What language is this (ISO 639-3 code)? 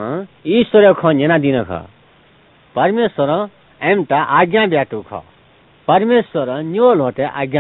new